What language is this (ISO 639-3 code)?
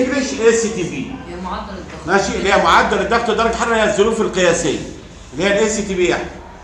arz